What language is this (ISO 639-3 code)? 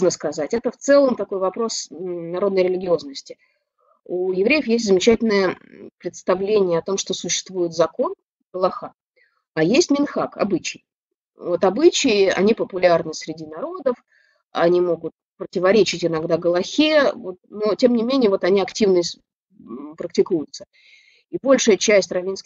rus